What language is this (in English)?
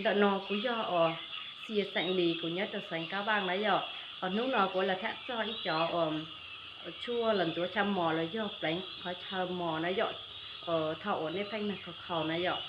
Hmong